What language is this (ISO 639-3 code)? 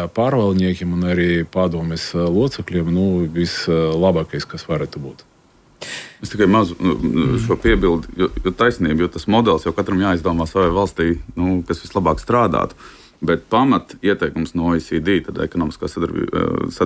lav